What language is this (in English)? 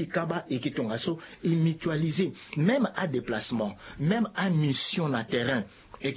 Sango